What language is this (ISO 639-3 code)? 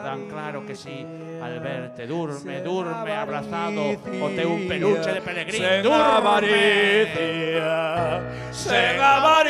glg